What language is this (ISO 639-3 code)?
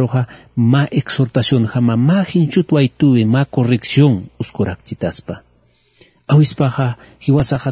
aym